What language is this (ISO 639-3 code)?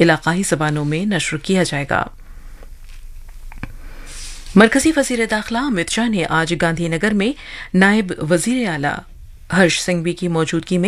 urd